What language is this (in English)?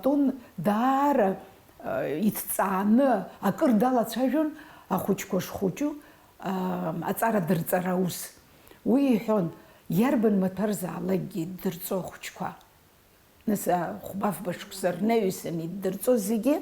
Abkhazian